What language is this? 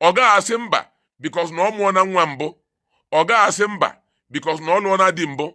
Igbo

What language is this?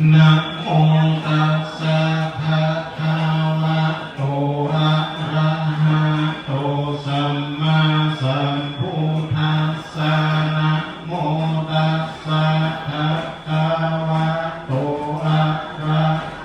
Pali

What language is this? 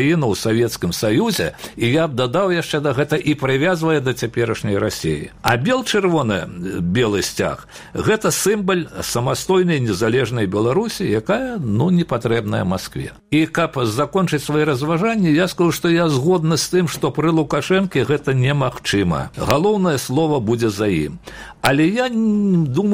Belarusian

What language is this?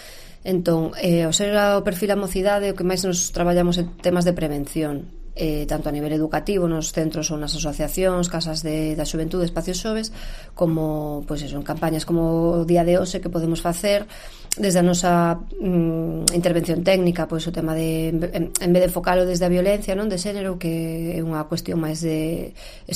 Galician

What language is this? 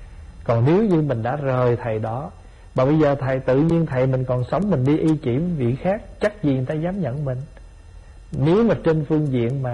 Vietnamese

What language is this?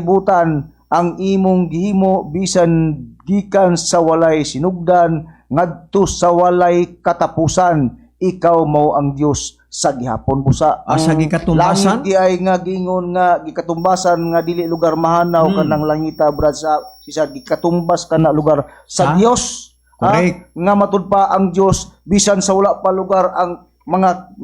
Cebuano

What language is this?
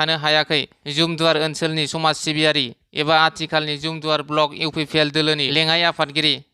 Bodo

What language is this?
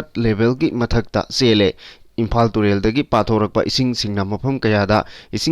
Manipuri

